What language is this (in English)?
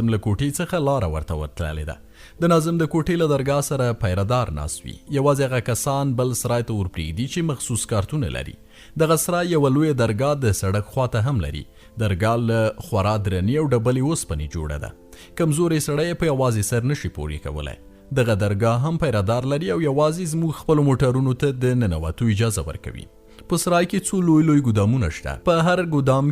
Pashto